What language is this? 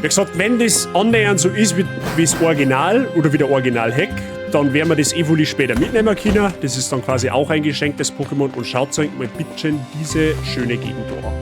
Bavarian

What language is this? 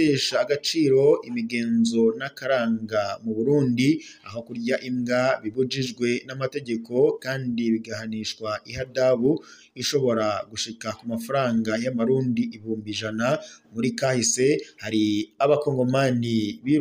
Rundi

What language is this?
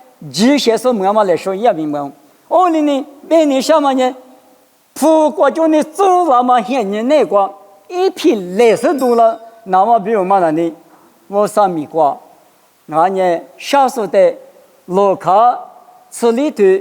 Lisu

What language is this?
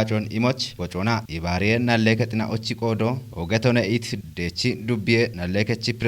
Kafa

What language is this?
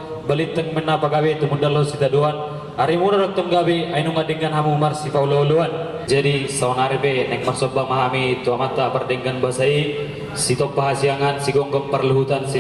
Batak Toba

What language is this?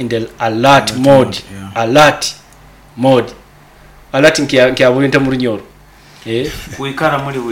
Nyoro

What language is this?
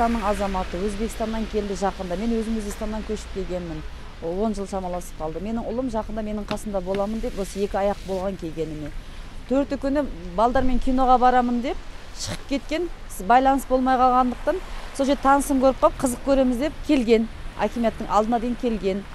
Kazakh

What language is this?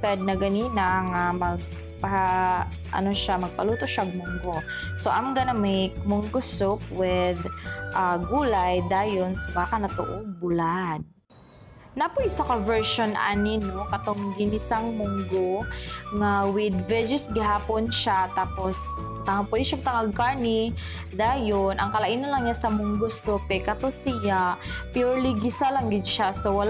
Cebuano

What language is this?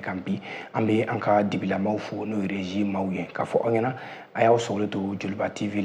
Bambara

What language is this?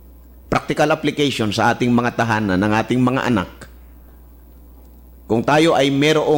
Filipino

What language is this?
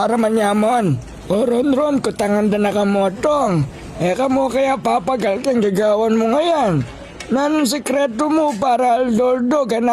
Pampanga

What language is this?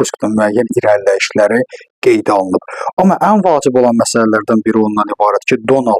Azerbaijani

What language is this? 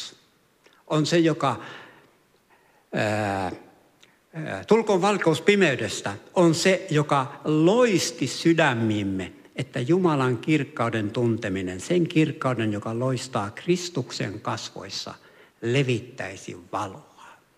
Finnish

